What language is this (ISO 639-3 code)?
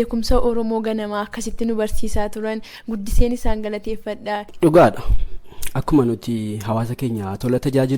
orm